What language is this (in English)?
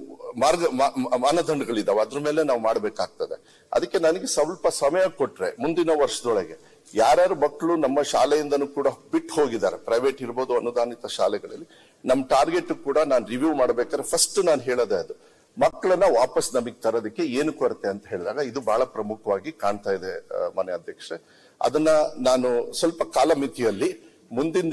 Kannada